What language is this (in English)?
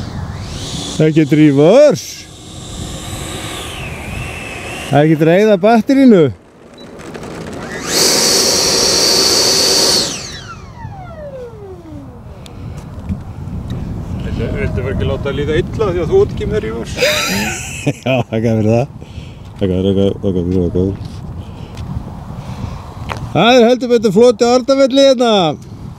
Icelandic